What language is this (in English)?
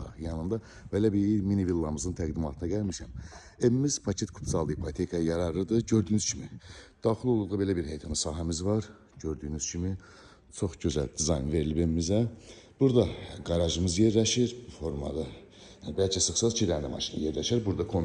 Azerbaijani